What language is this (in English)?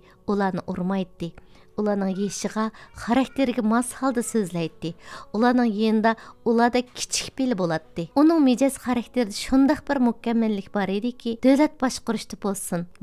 Uyghur